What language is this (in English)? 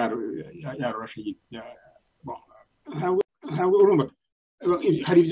Kinyarwanda